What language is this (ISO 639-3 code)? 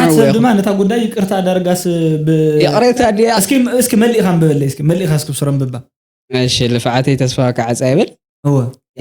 tir